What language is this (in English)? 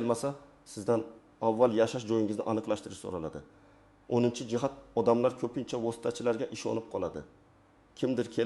Uzbek